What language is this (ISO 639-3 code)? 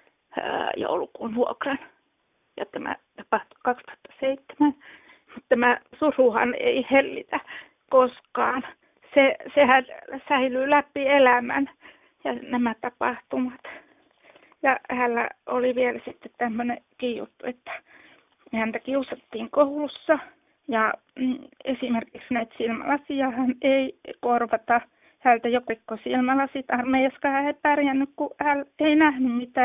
fin